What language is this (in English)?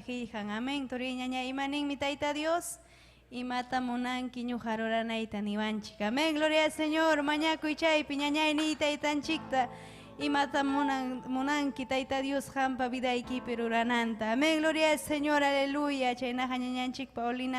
Ayacucho Quechua